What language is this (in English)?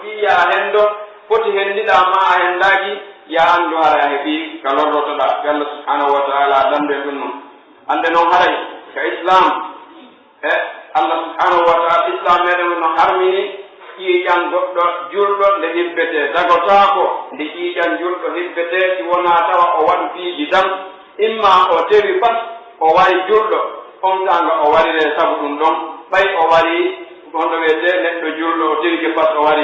Pular